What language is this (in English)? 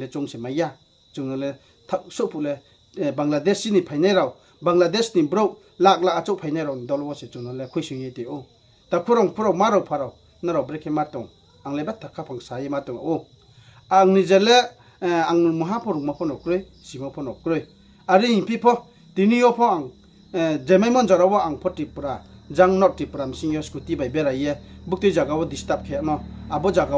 Riang (India)